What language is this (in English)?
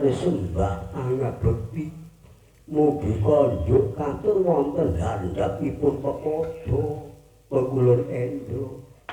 Javanese